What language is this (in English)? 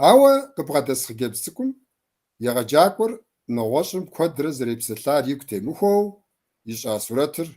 Kabardian